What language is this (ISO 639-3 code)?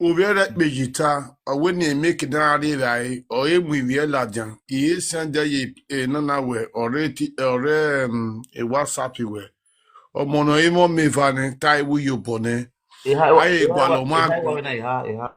pcm